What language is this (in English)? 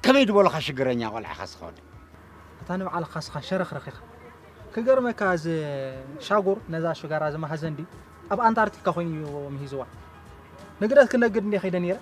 Tigrinya